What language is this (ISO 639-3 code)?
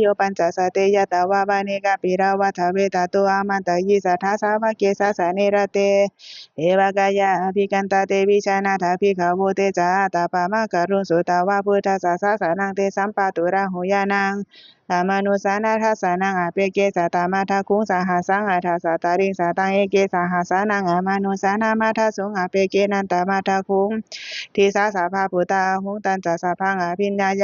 pli